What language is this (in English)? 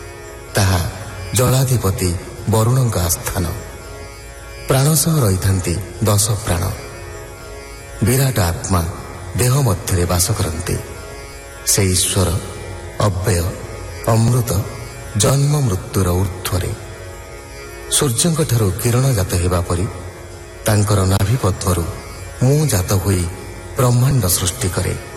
Odia